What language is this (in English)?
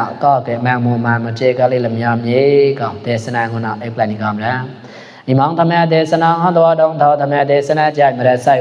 Mon